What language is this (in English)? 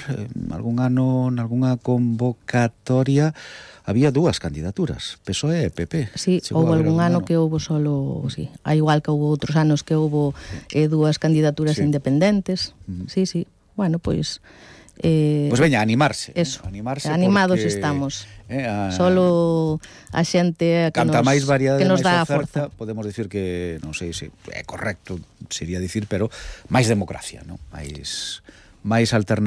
Galician